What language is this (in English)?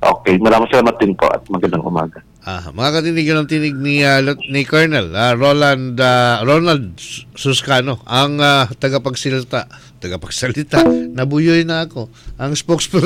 Filipino